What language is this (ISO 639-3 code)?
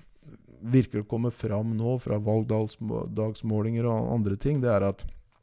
nor